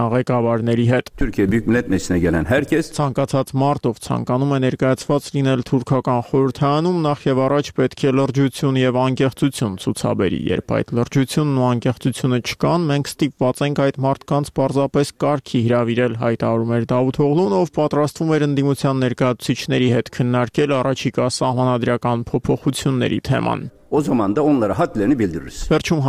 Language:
Armenian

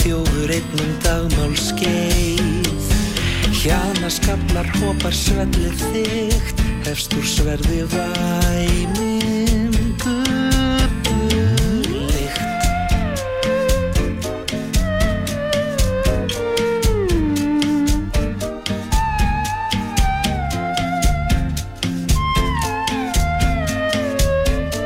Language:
Icelandic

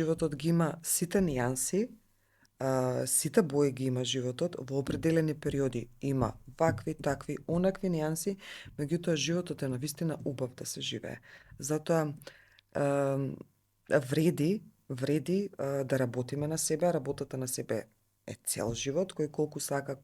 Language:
Macedonian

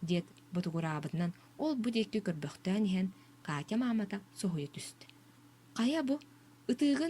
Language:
Yakut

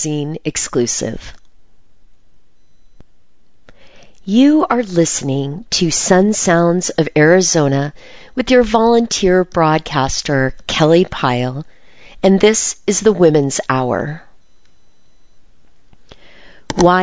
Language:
English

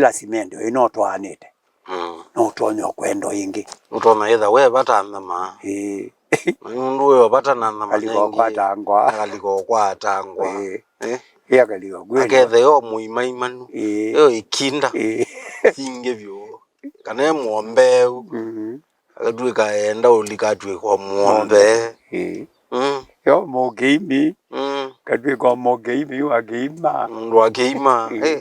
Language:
Kamba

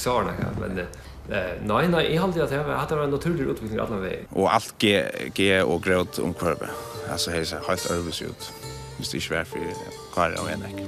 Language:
Faroese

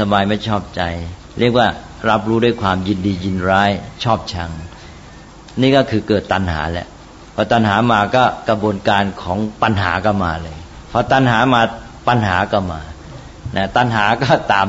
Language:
Thai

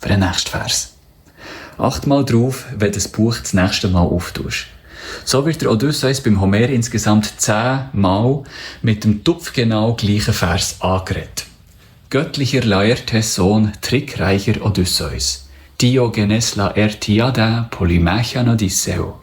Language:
Swiss German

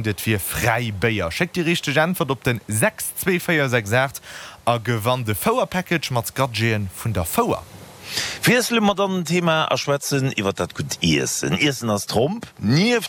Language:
Luxembourgish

